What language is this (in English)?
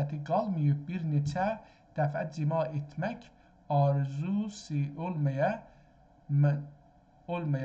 South Azerbaijani